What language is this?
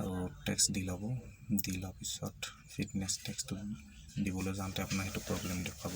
Assamese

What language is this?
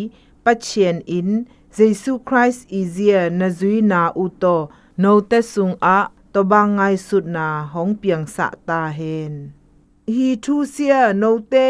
Zou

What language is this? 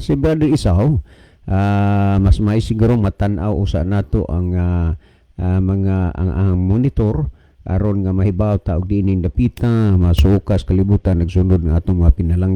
Cebuano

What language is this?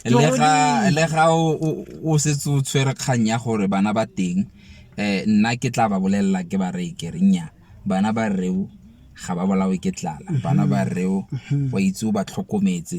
Tswana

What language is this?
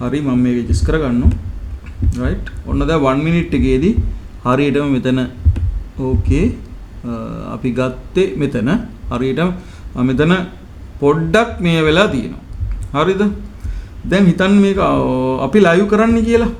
Sinhala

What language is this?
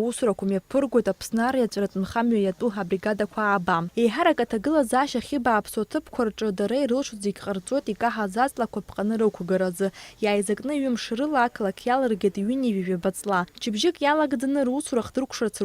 Abkhazian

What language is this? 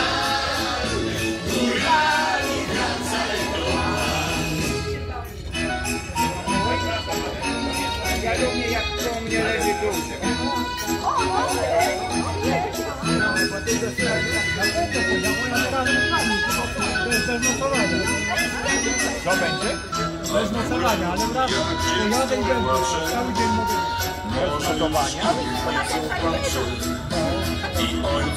Polish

